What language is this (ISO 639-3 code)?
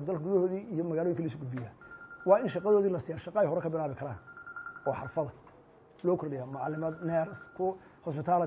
som